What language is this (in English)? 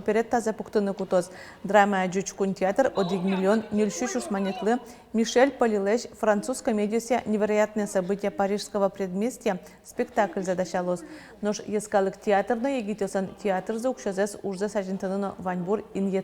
Udmurt